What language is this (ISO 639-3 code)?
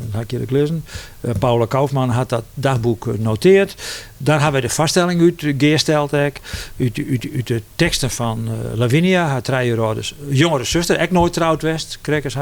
fry